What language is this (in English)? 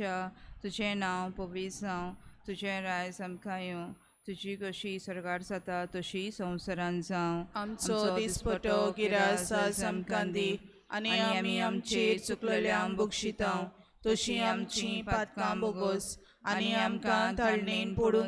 Konkani